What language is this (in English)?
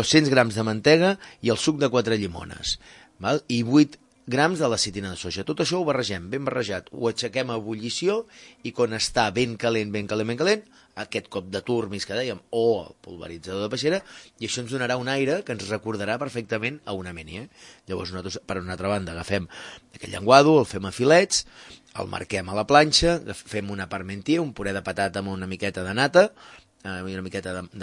Catalan